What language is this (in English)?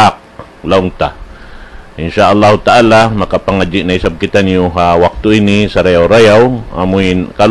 Tausug